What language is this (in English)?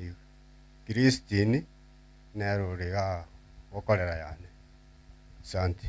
Gusii